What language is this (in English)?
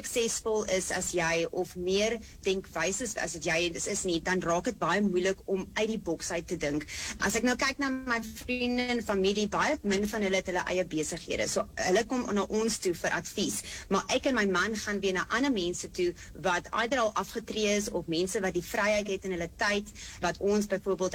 Afrikaans